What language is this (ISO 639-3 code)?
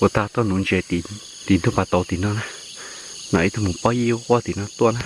hmn